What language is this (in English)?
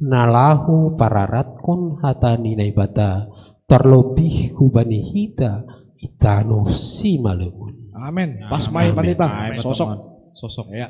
Batak Simalungun